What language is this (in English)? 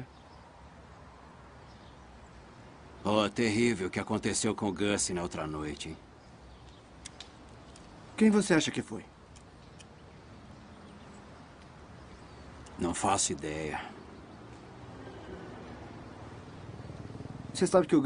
Portuguese